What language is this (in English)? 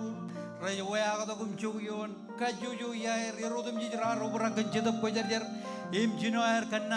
Marshallese